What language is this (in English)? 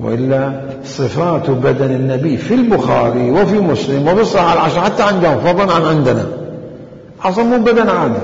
Mesopotamian Arabic